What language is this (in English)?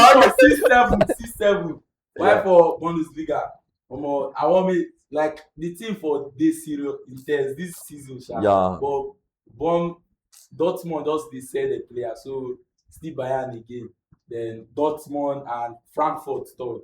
Nigerian Pidgin